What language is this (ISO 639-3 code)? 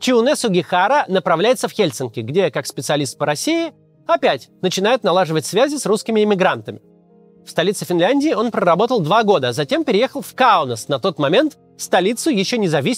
rus